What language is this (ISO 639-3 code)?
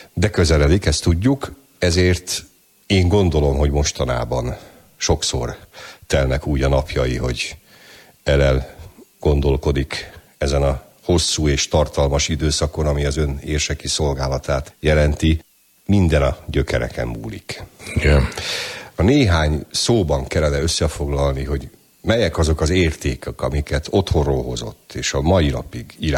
hun